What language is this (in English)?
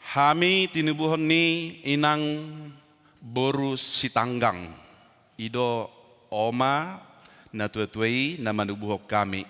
Batak Toba